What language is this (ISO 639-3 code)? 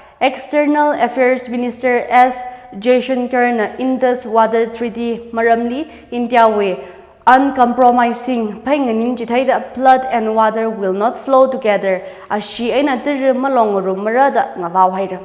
nmf